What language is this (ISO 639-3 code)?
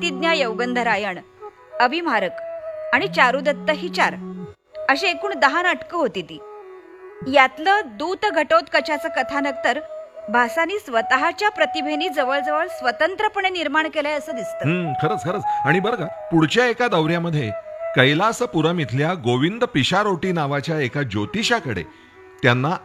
mar